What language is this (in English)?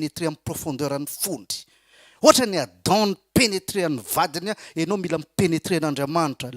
Malagasy